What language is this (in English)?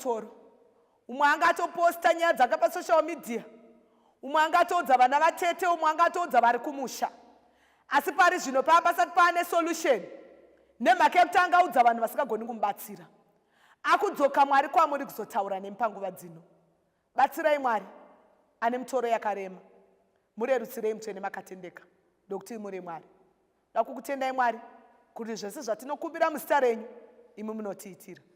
Shona